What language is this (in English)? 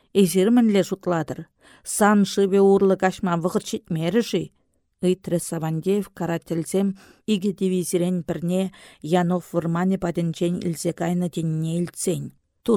Chuvash